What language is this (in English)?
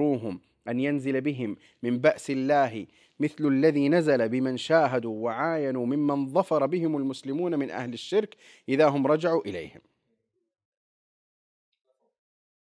Arabic